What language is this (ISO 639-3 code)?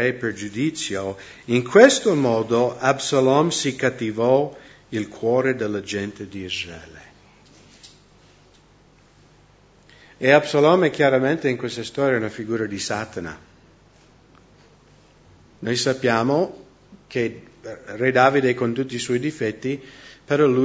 ita